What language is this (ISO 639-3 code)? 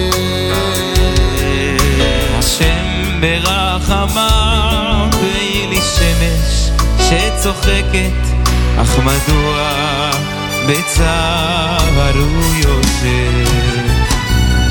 heb